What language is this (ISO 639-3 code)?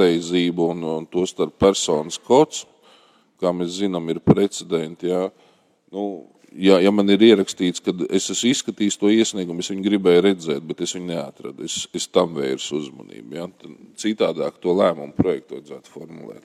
lav